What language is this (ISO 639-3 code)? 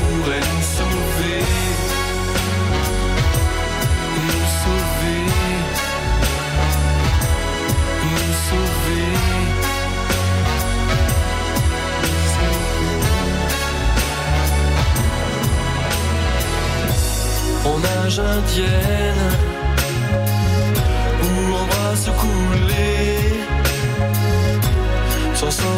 fra